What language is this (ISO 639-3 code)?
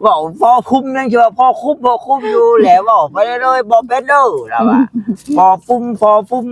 tts